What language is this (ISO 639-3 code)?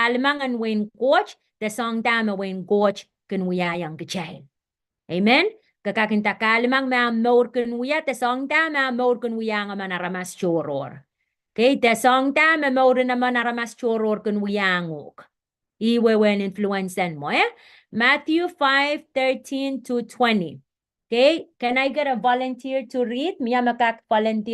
pon